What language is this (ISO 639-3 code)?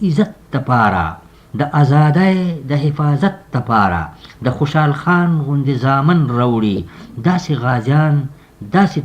pus